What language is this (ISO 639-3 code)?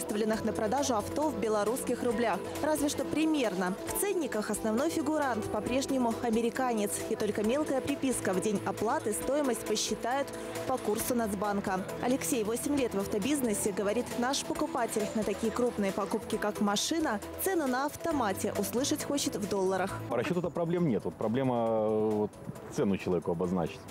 rus